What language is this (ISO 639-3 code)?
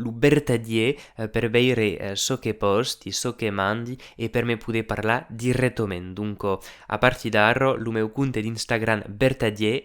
oci